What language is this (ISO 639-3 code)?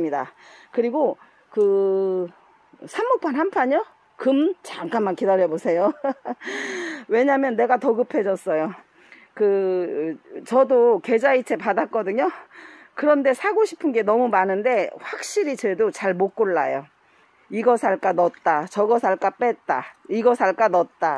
kor